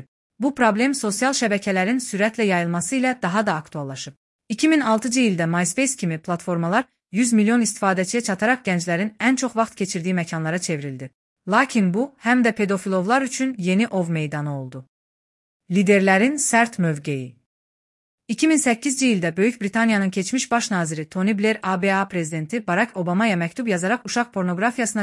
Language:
Azerbaijani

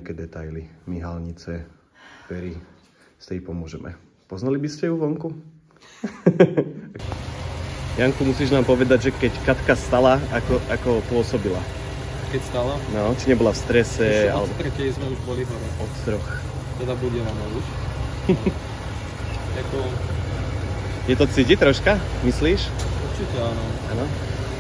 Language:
Slovak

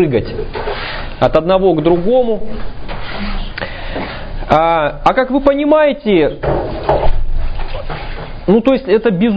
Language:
Russian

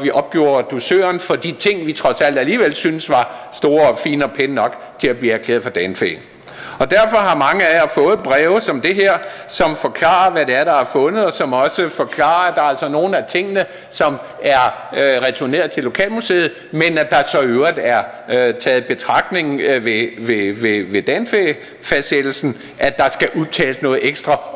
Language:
Danish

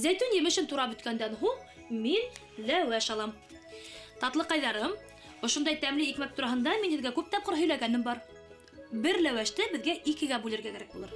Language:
Bashkir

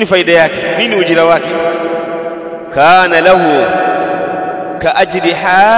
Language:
Swahili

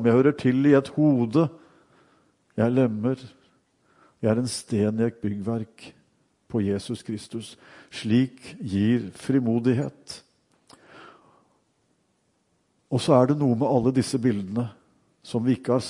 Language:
Norwegian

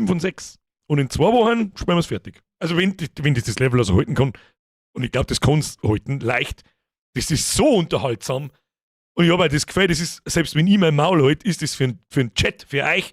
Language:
Bavarian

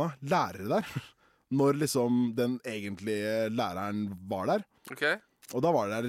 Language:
Norwegian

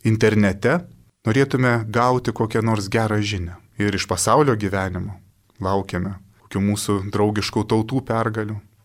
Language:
Lithuanian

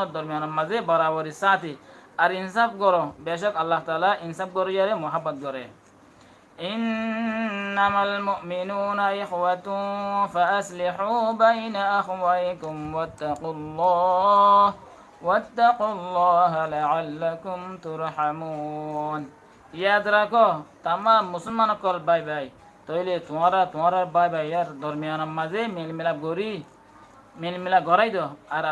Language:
Rohingya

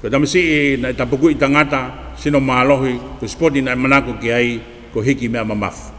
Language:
Tongan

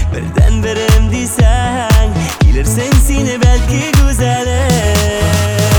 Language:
Kazakh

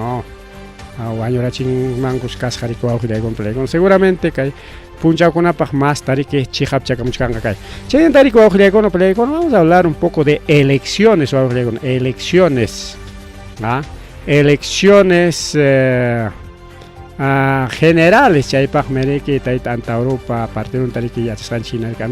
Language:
Ayacucho Quechua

